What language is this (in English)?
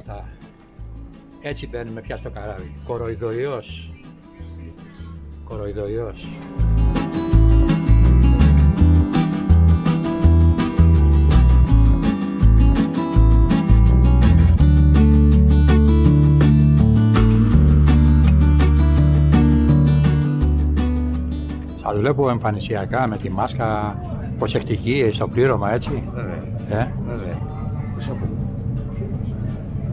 Greek